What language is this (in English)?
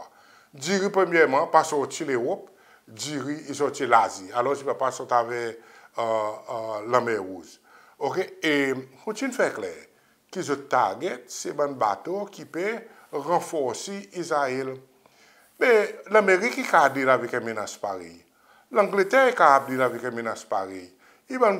Seselwa Creole French